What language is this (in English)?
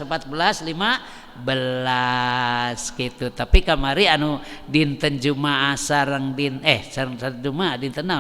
Sundanese